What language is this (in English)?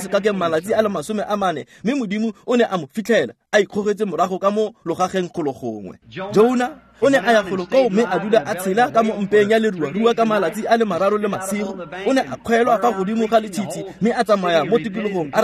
Tswana